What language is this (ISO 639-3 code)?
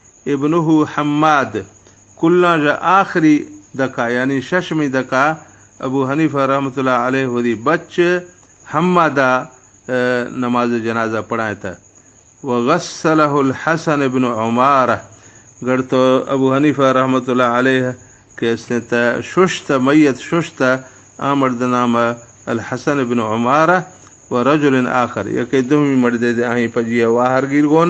bal